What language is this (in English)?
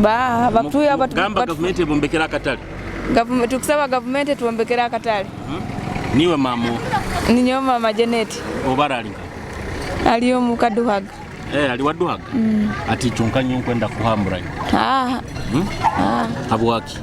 Nyoro